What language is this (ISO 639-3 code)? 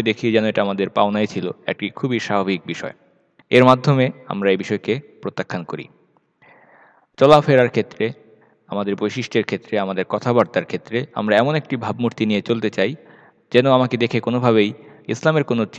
ben